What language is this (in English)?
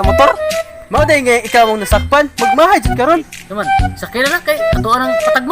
Cebuano